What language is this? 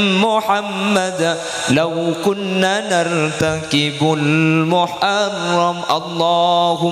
Madurese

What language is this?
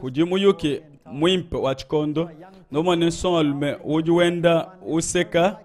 Luba-Lulua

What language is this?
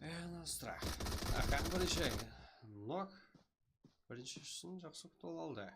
Kara-Kalpak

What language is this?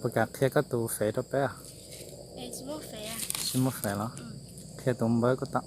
Hmong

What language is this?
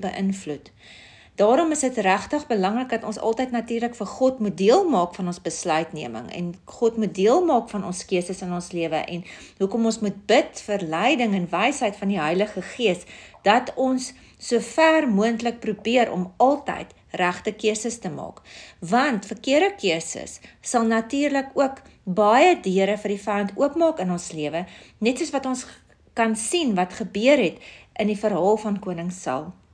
Afrikaans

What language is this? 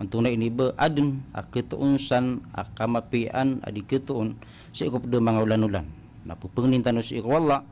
Maranao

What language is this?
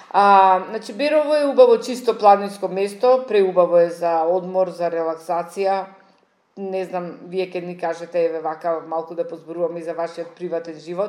Macedonian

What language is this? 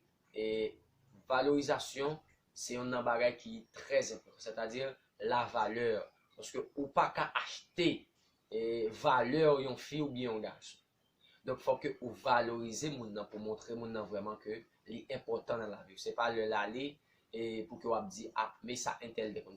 Haitian Creole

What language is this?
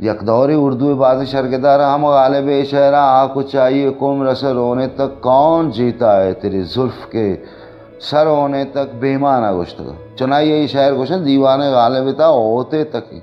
Baluchi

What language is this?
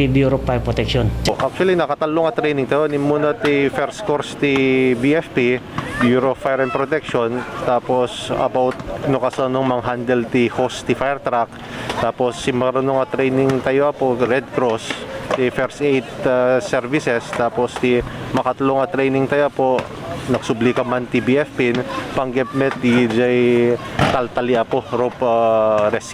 Iloko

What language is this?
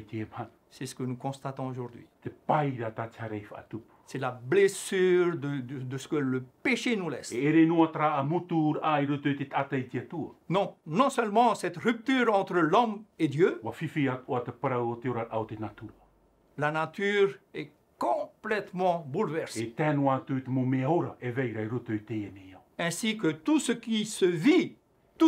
Tahitian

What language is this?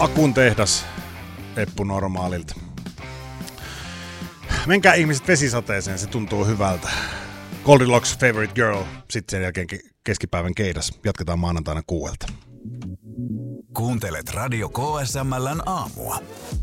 Finnish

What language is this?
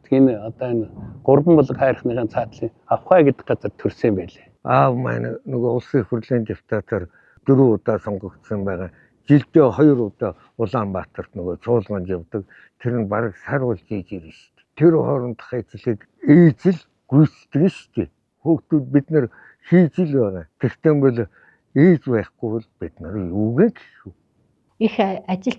Mongolian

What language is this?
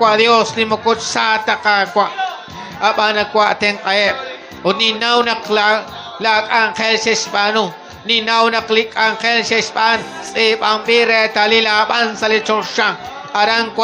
Kekchí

